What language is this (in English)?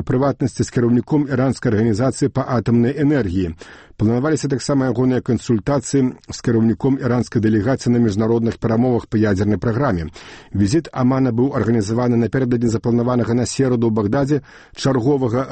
Belarusian